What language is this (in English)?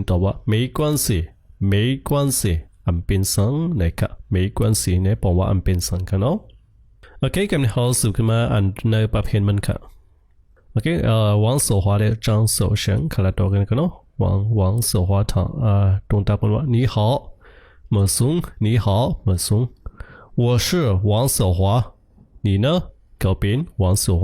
Shan